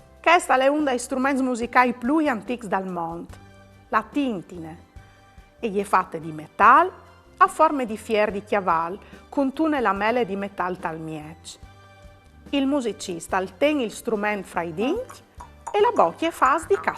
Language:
Friulian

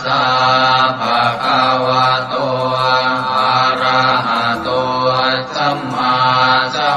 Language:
Pali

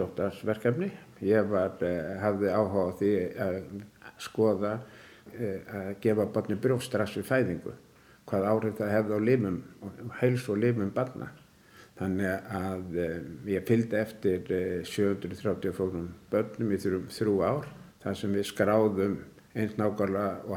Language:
Icelandic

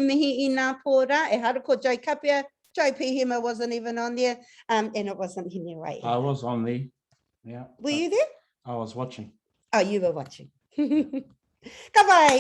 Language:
Māori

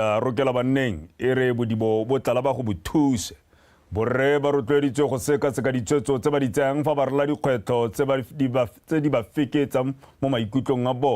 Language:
Tswana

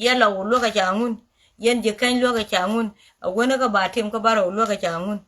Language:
Nuer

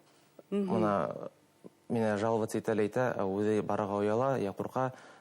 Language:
Bashkir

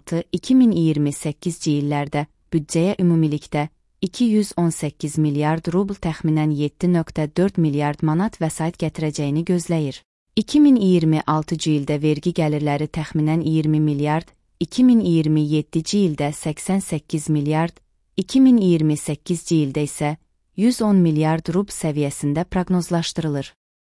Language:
Azerbaijani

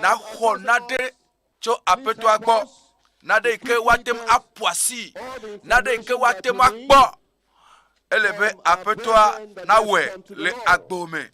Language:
Ewe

